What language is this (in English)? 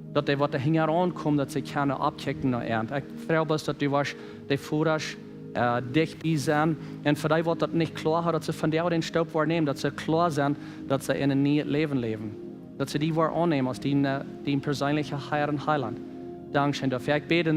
Plautdietsch